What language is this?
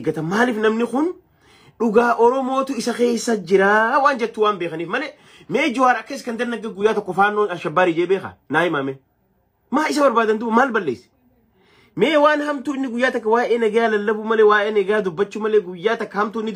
Oromo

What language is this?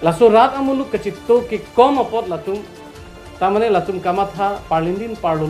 Karbi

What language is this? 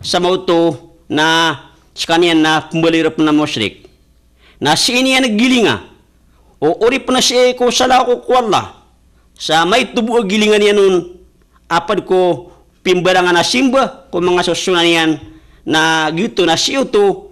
Maranao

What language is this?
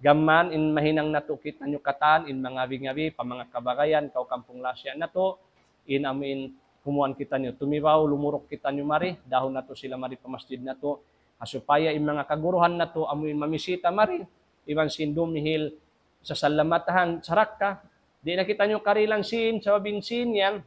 Tausug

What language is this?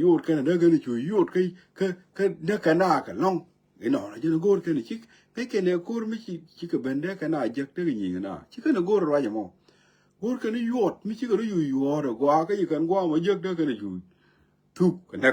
Nuer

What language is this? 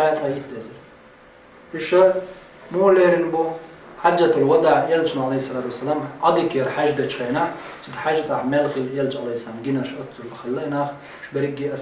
Chechen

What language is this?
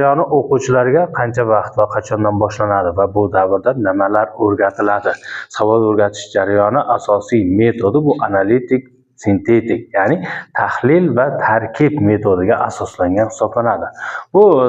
Uzbek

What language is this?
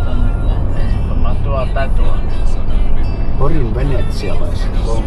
Finnish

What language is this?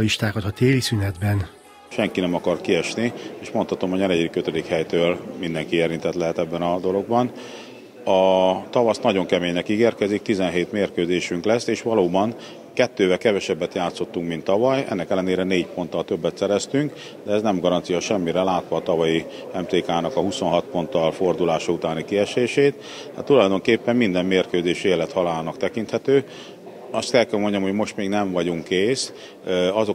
Hungarian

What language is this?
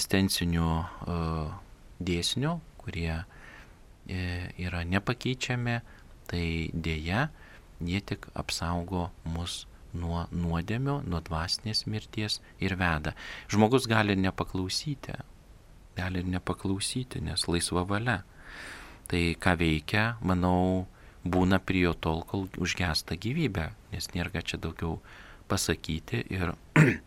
Lithuanian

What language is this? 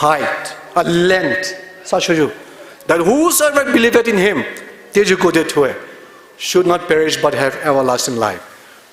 Poumei Naga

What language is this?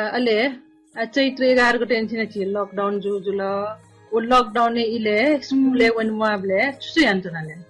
Newari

